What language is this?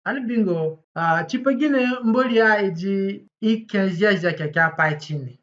Zande (individual language)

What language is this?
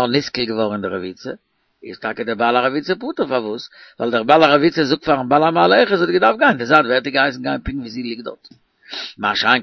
Yiddish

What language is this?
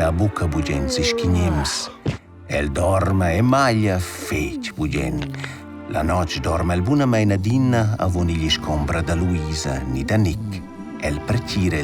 Romansh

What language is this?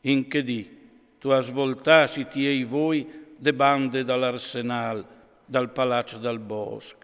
Friulian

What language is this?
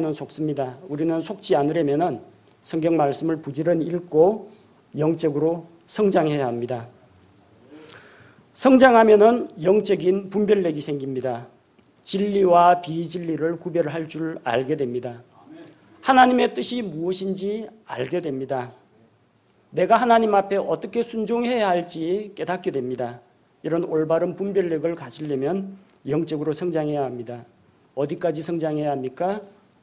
Korean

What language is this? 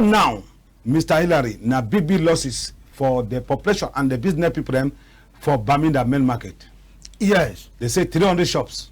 Cameroon Pidgin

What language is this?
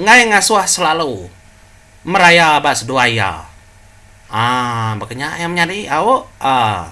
Iban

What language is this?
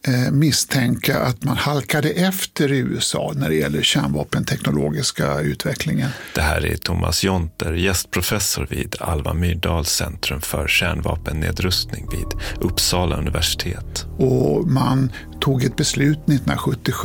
Swedish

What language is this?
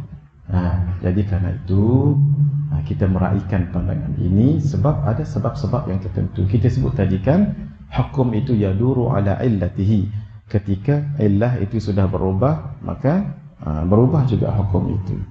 Malay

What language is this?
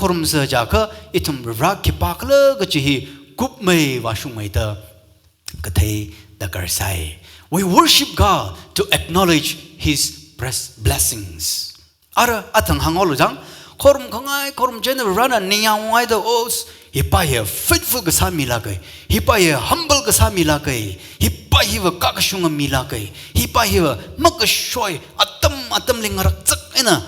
Tangkhul Naga (India)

